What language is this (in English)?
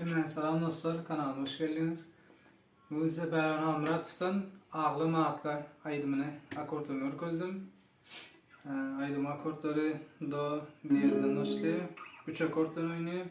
Turkmen